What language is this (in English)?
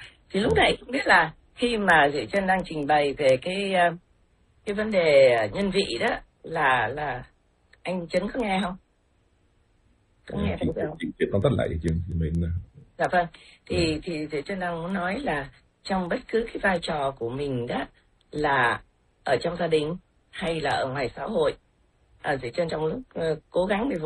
Vietnamese